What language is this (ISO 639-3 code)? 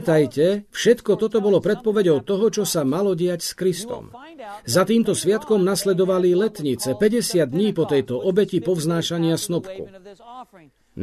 slk